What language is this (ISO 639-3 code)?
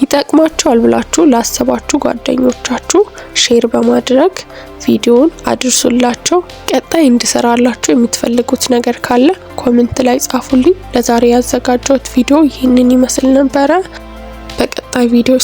amh